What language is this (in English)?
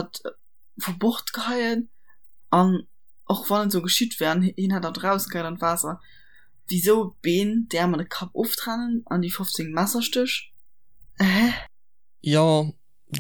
Luxembourgish